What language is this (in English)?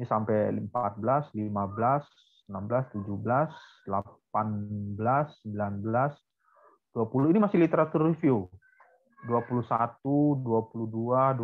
Indonesian